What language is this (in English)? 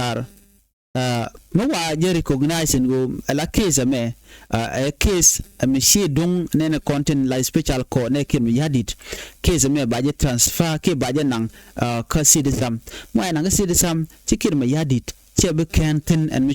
Nuer